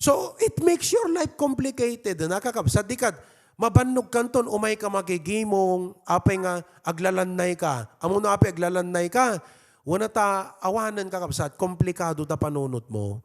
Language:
Iloko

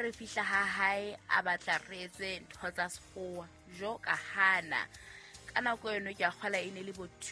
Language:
Southern Sotho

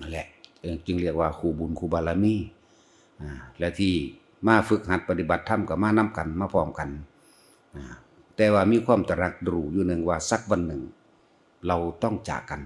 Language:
Northeastern Thai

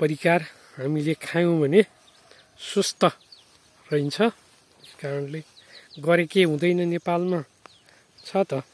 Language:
Nepali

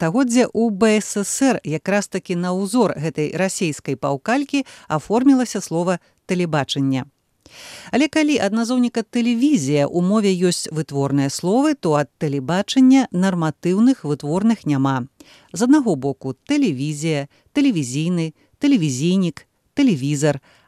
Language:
Belarusian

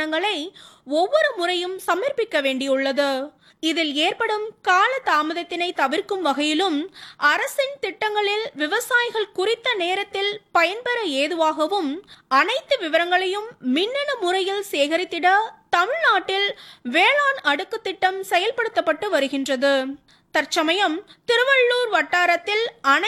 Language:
Tamil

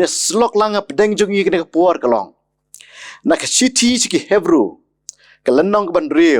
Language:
Khasi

